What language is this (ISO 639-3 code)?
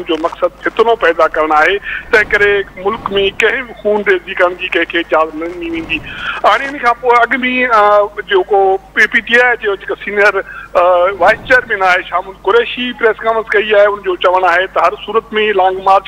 snd